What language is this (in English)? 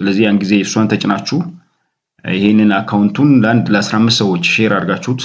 Amharic